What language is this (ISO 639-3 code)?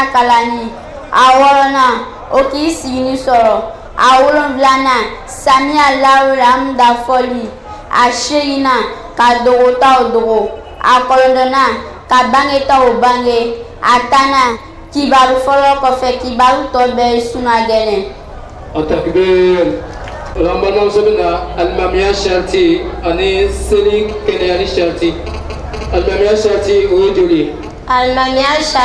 bam